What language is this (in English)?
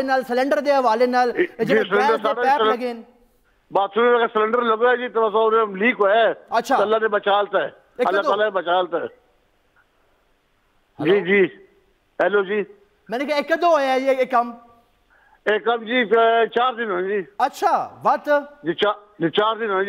Urdu